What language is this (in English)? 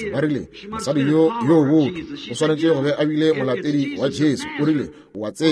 Northern Sotho